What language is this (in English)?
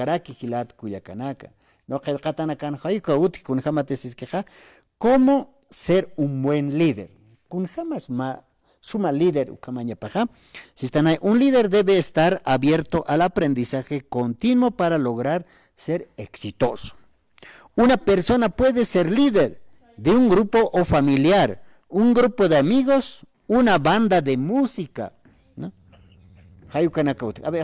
Aymara